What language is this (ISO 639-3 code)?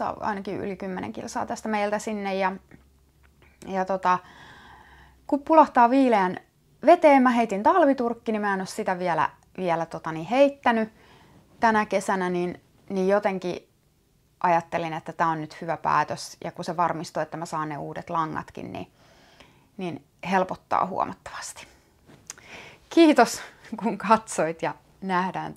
fin